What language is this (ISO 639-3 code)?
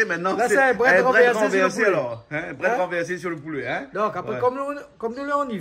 rcf